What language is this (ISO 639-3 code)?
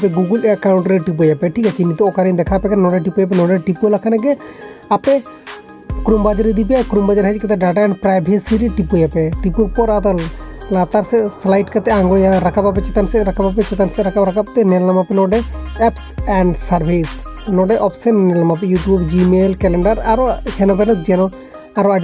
sat